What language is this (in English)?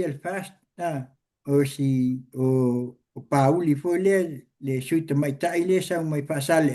Samoan